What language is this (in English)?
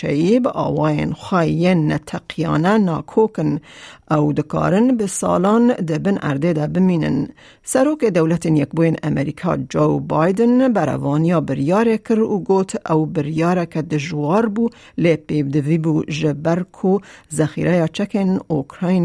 Kurdish